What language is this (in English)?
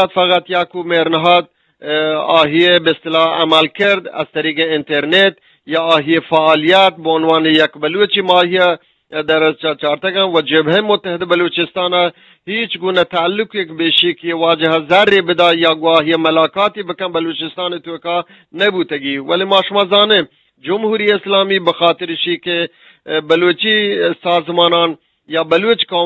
Eastern Balochi